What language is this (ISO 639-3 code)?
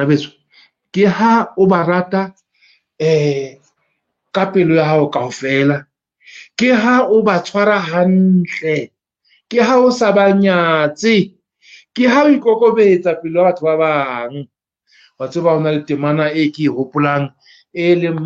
sot